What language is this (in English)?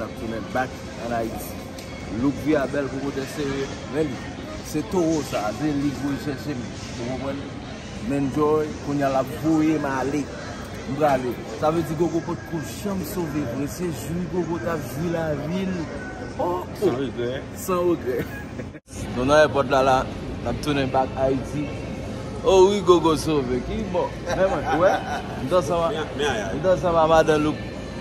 Haitian Creole